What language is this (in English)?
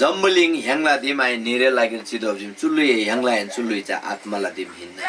Eastern Tamang